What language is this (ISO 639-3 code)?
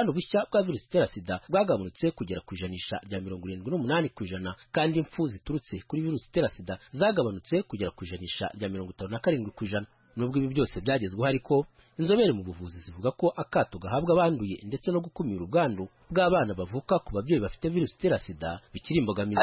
kin